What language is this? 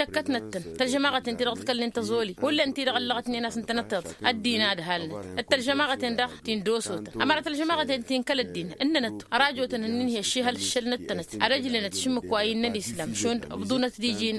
Tamasheq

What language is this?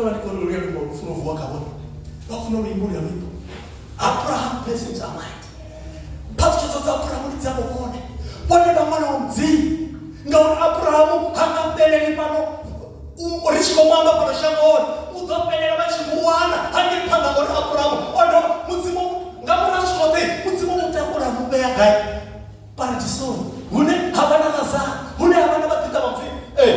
Venda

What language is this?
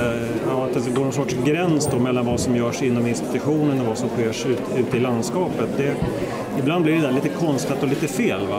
Swedish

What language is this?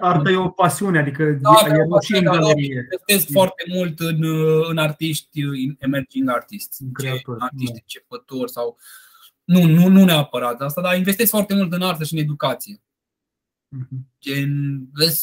Romanian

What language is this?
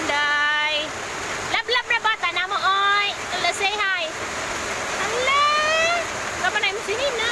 Cebuano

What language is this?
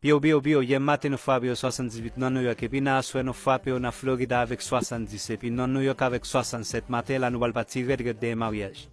Haitian Creole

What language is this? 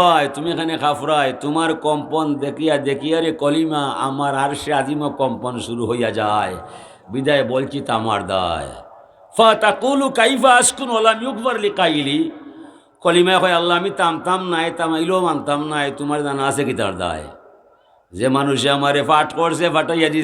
Sylheti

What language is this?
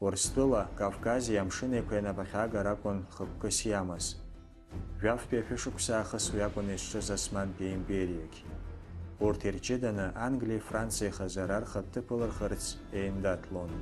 Abkhazian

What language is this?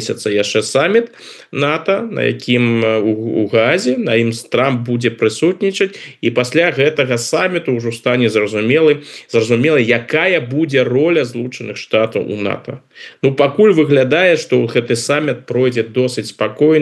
Belarusian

